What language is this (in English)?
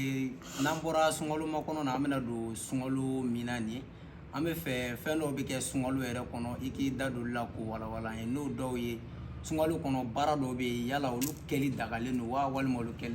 Bambara